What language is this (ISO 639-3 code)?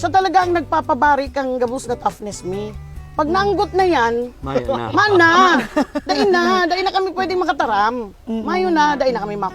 bik